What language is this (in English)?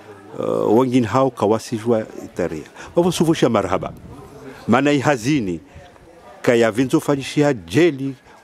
Swahili